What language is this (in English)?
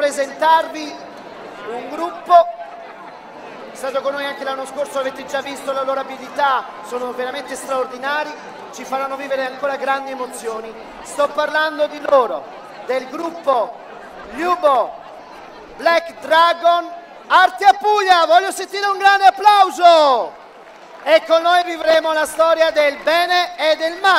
Italian